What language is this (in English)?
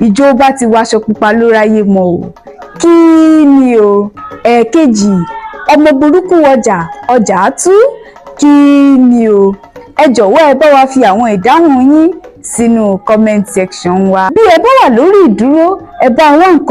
Yoruba